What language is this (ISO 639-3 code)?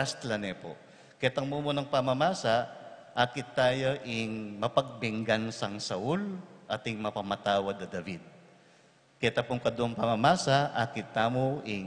pam